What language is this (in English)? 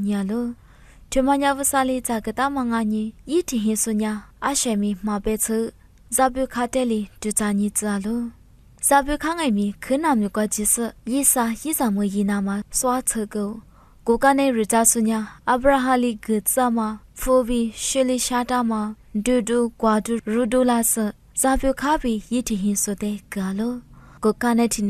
Lisu